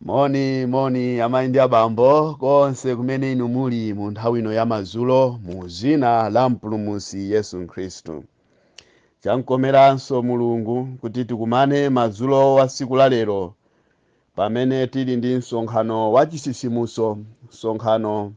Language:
Nyanja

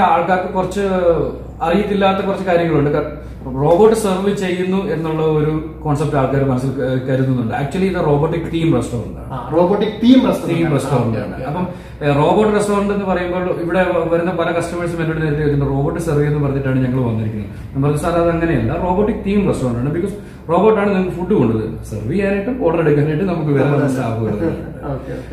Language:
Malayalam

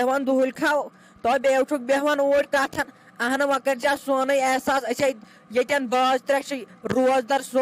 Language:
Kashmiri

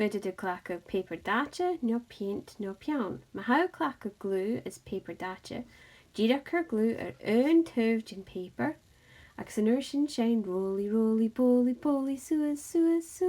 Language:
Scottish Gaelic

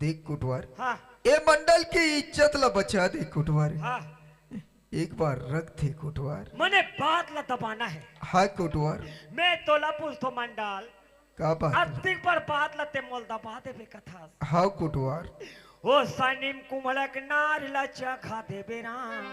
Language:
Chhattisgarhi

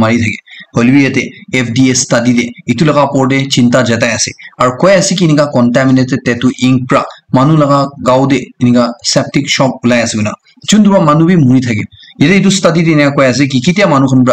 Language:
Naga Pidgin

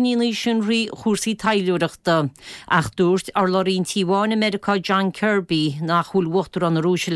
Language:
Irish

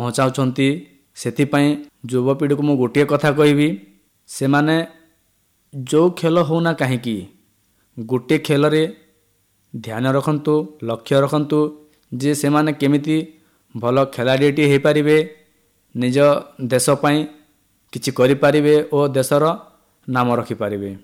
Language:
Odia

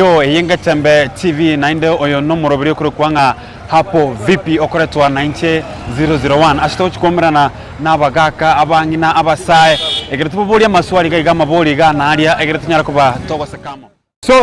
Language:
Gusii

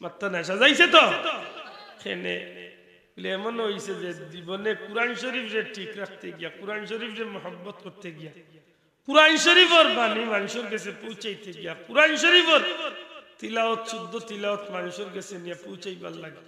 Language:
Sylheti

